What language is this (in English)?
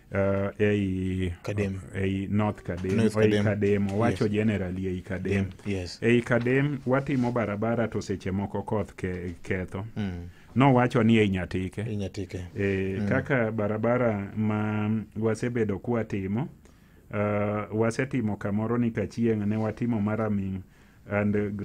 Luo (Kenya and Tanzania)